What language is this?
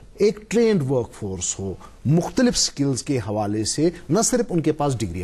Urdu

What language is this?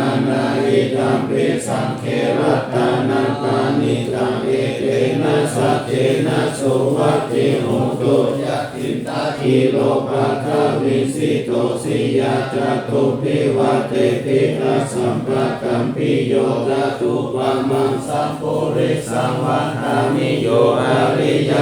Pali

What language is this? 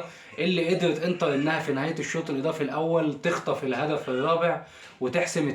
Egyptian Arabic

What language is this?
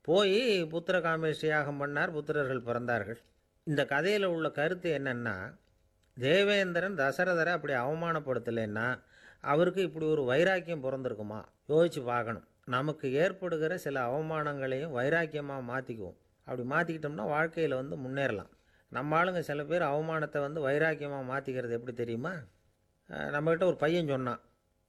Tamil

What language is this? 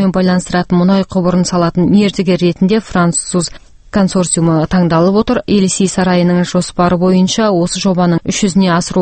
Kazakh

